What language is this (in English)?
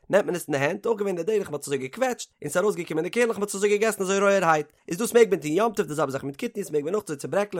Yiddish